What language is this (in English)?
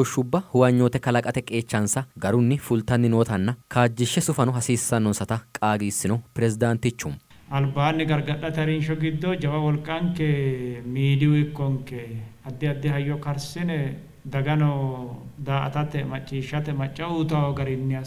Sidamo